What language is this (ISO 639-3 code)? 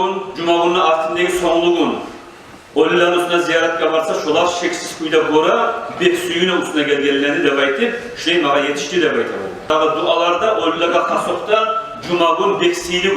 kum